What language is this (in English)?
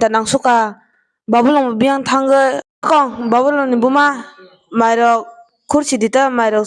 Kok Borok